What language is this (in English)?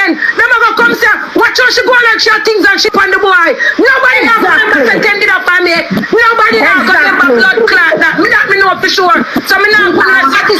Jamaican Creole English